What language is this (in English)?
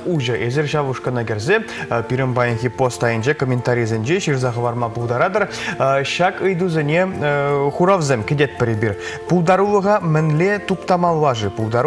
Chuvash